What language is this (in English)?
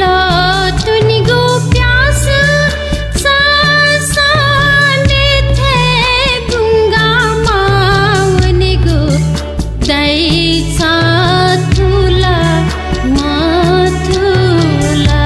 Newari